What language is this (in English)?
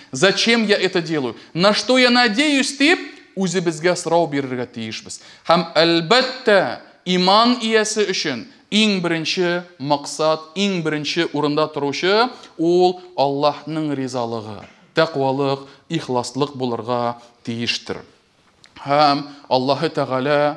Tatar